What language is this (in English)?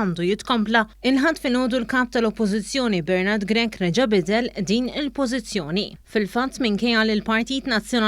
Maltese